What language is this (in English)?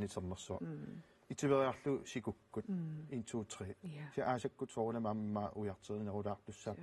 Kalaallisut